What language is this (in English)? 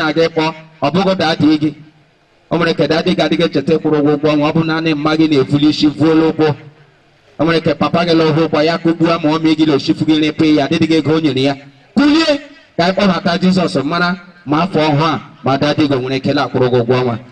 Igbo